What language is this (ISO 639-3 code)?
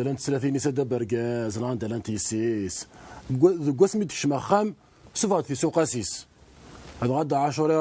kab